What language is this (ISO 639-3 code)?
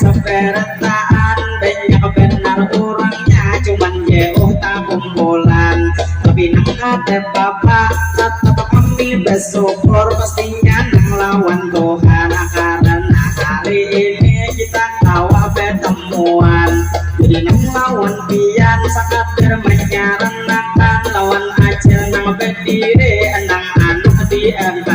bjn